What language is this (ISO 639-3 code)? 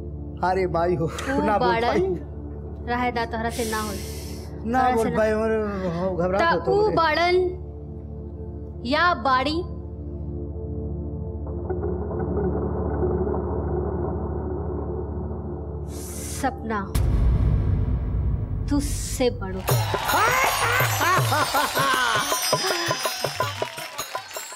bho